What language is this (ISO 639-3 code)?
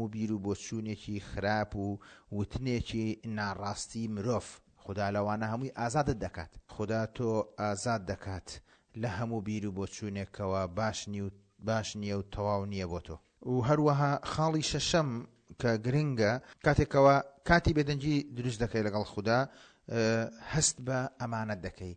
ckb